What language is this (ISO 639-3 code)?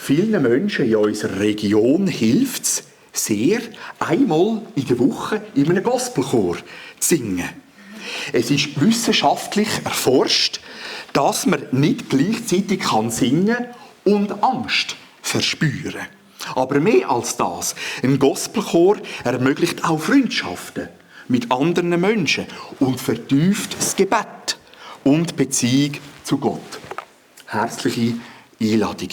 gsw